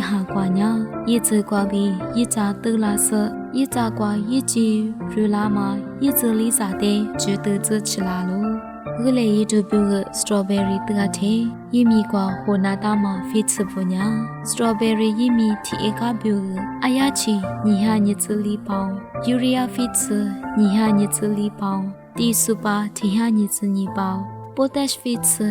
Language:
Lisu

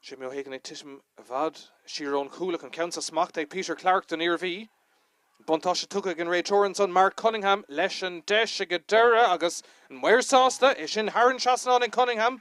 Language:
Irish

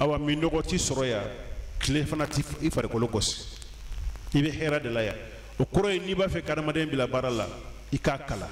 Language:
Bambara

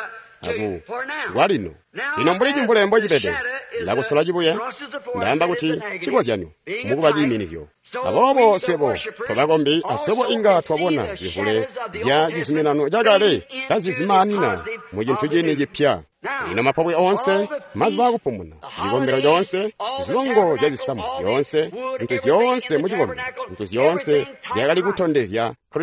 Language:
Tonga (Zambia)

